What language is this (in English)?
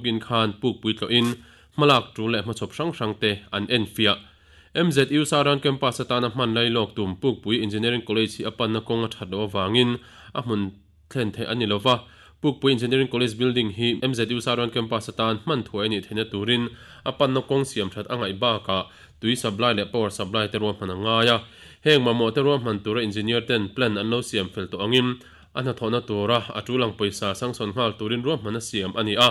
Mizo